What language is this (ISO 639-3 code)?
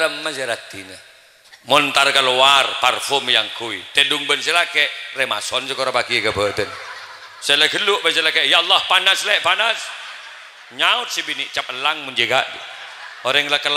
mad